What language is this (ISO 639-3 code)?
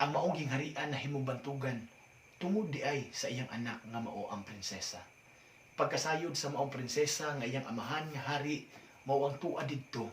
ceb